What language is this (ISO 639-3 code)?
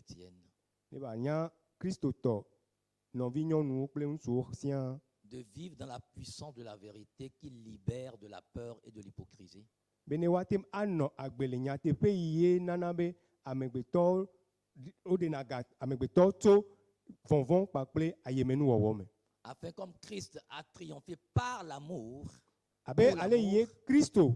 ewe